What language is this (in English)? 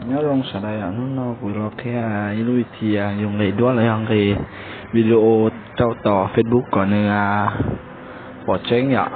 Hmong